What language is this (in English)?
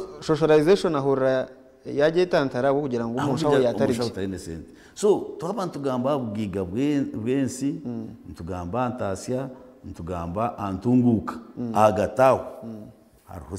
Nyankole